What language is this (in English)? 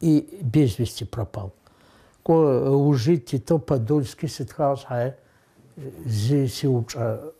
Adyghe